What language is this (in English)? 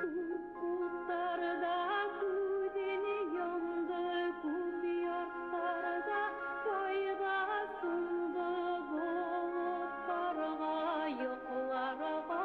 Bashkir